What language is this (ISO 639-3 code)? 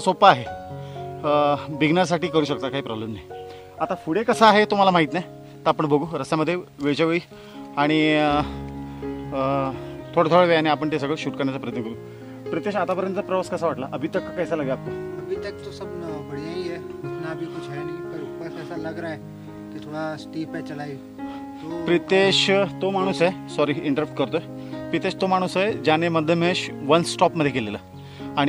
mar